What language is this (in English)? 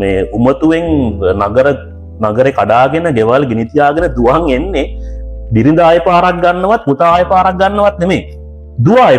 Sinhala